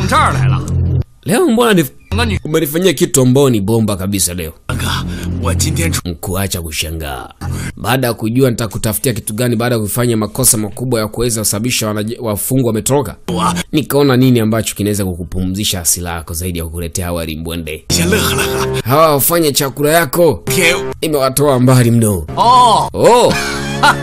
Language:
Swahili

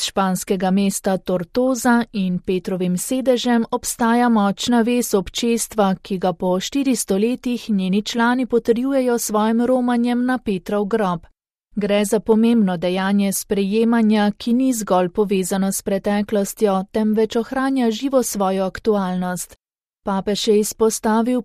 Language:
Slovenian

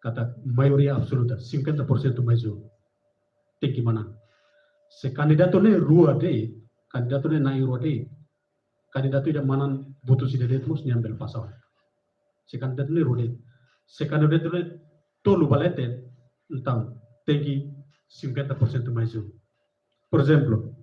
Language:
Tetum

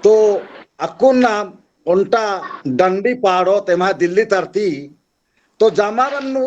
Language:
Kurukh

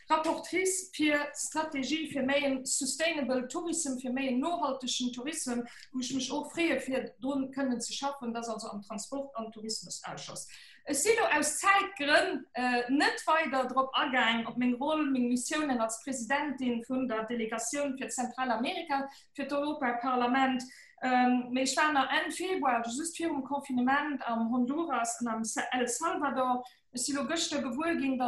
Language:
Luxembourgish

